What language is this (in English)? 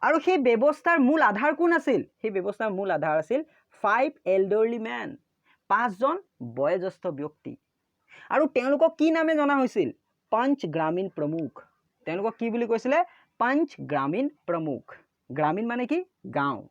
Assamese